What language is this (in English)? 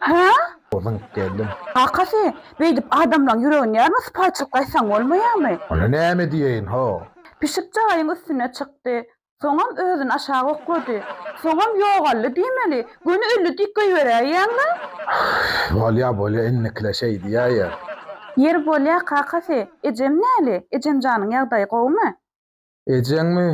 Turkmen